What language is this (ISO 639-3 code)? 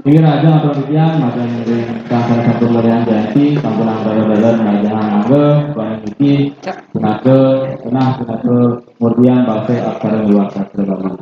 ban